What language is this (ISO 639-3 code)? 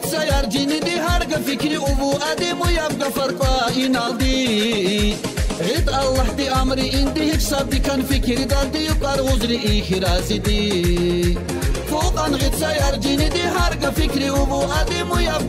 tab